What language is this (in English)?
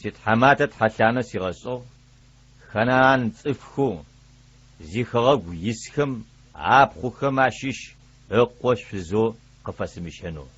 Adyghe